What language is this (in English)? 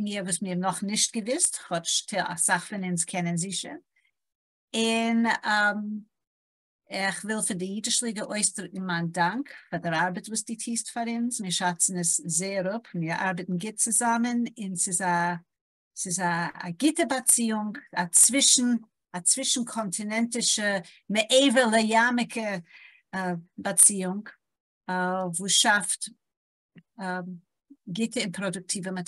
Yiddish